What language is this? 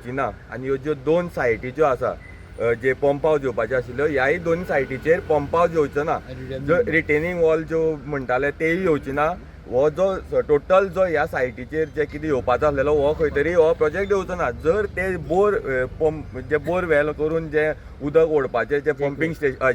Konkani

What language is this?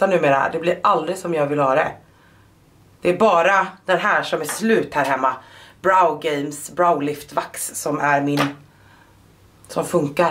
Swedish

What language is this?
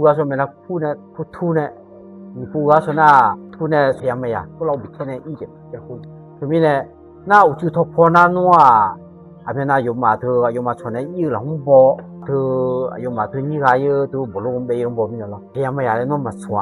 Akha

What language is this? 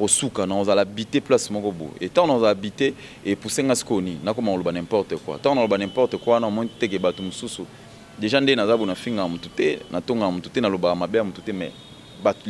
Lingala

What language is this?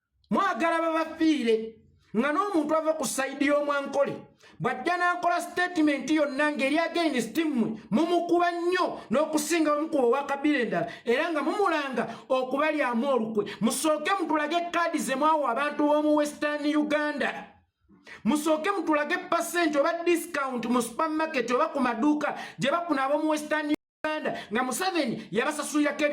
Ganda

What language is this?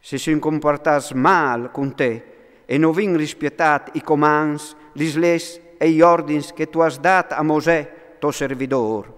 Friulian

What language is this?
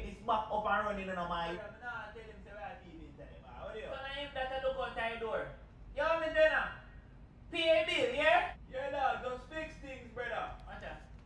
Jamaican Creole English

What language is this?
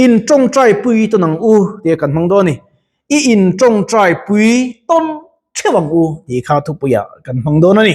Mizo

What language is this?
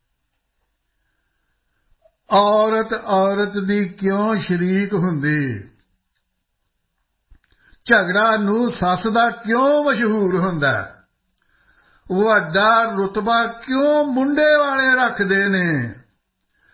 Punjabi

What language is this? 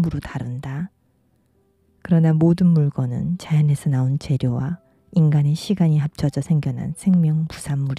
Korean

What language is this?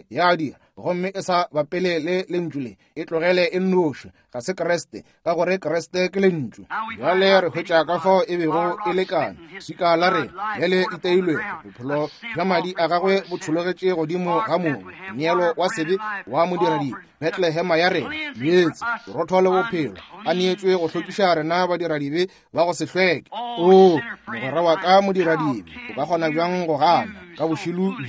Northern Sotho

